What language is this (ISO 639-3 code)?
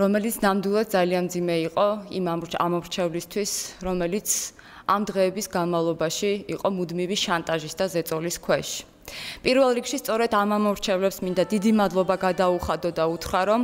kat